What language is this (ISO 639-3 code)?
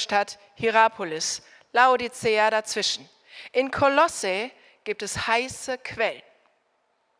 deu